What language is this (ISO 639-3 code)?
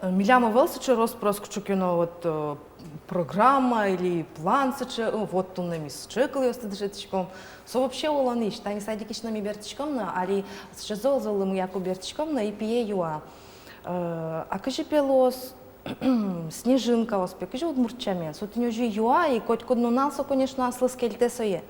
udm